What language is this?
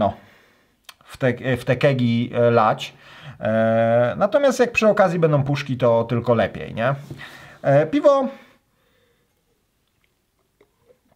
Polish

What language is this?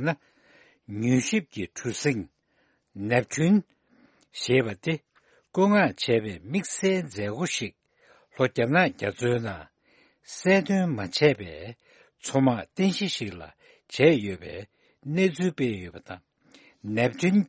Tibetan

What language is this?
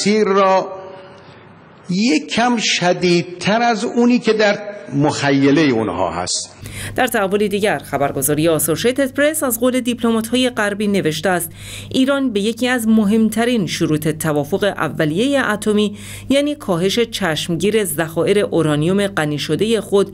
Persian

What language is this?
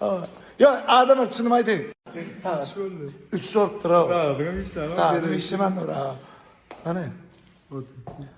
Turkmen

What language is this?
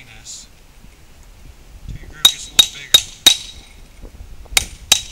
English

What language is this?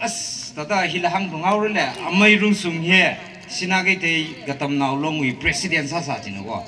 Tangkhul Naga (India)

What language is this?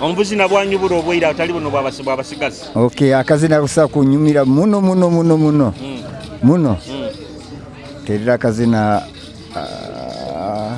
Nyoro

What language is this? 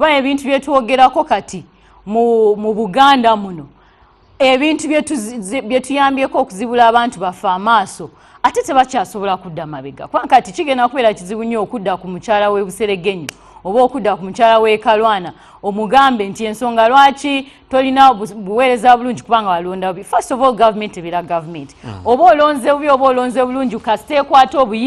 Ganda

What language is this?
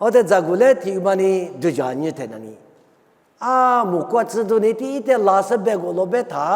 Lisu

